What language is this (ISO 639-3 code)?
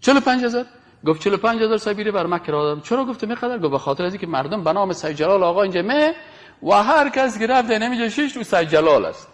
fas